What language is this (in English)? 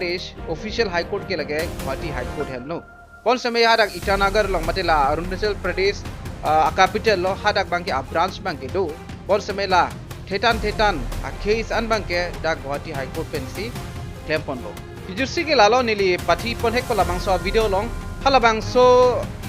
Karbi